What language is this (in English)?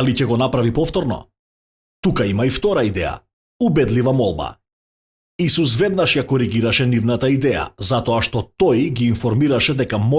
Macedonian